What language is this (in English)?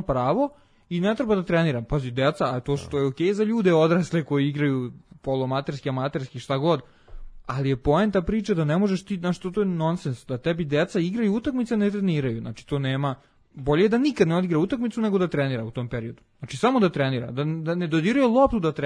Serbian